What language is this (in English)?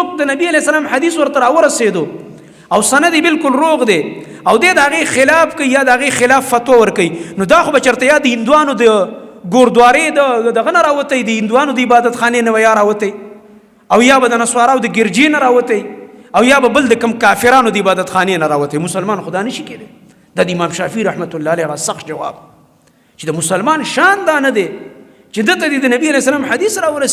Pashto